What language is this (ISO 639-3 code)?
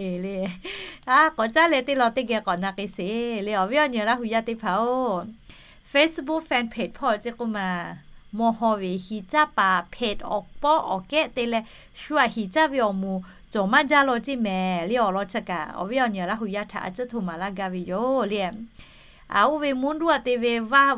lhu